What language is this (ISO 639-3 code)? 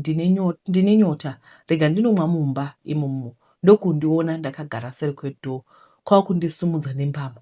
sna